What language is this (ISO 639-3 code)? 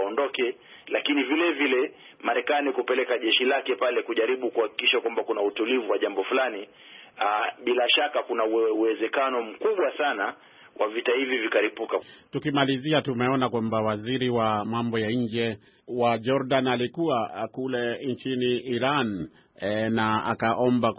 swa